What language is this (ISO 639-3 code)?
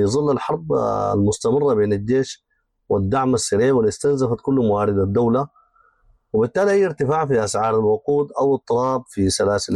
apd